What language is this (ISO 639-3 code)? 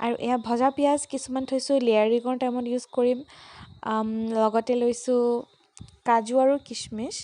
asm